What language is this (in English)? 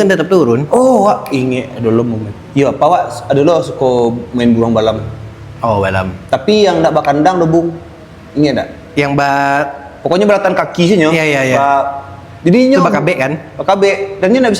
Minangkabau